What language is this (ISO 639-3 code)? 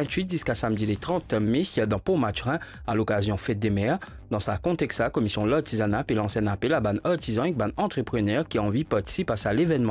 mfe